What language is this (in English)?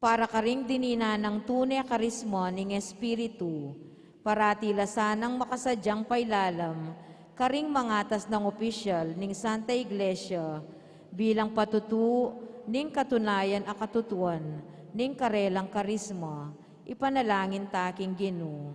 Pampanga